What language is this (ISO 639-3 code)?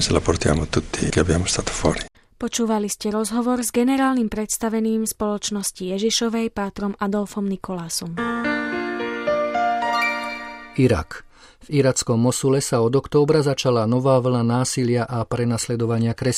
slk